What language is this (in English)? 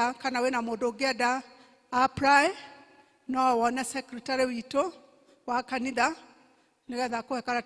Kikuyu